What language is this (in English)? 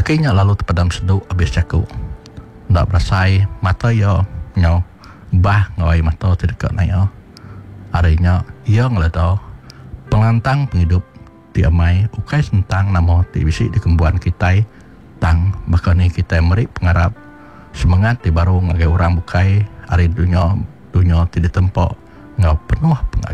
Iban